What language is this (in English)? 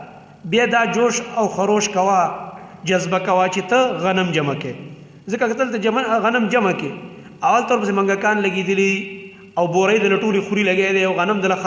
Pashto